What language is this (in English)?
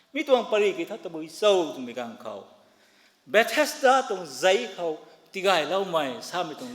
Rongmei Naga